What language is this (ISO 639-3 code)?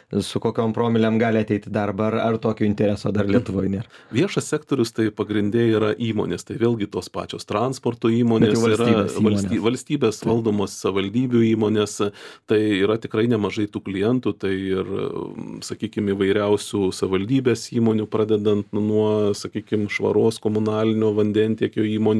lit